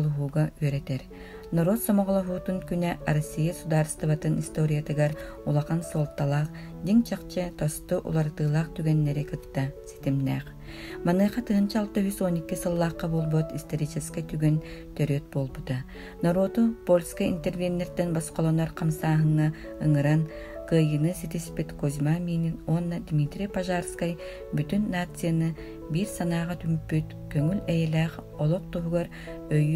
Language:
Yakut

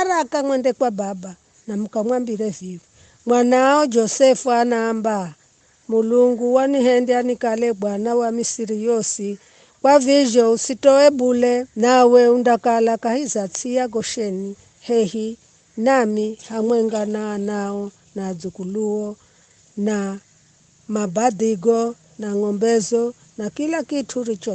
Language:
Giryama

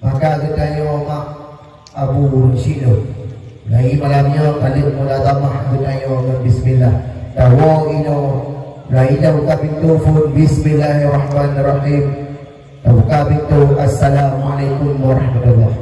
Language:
Achinese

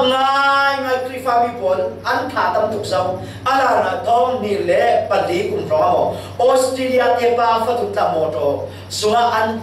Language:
Falam Chin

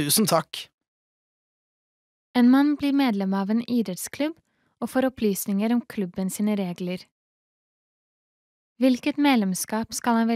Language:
Norwegian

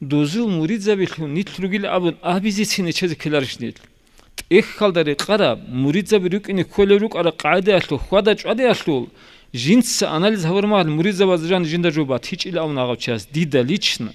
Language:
Avaric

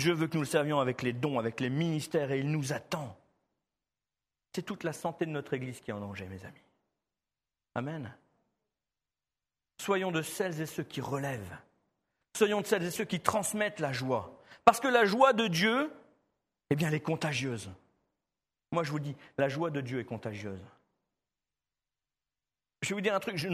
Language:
French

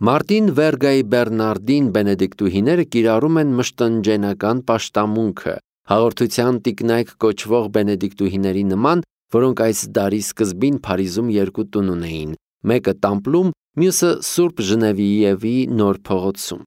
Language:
Armenian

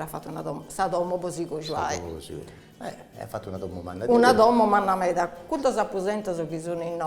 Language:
Sardinian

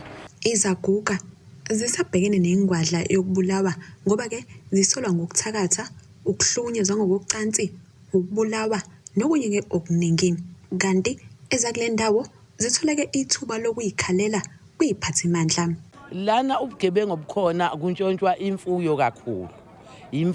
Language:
Zulu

